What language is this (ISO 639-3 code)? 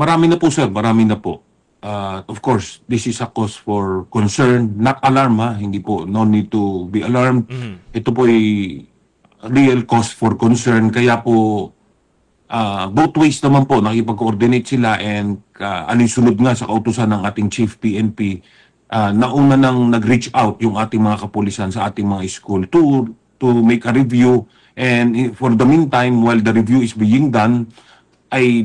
fil